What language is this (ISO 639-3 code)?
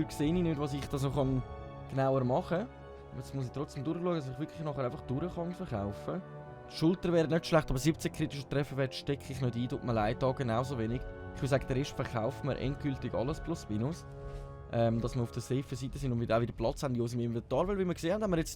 gsw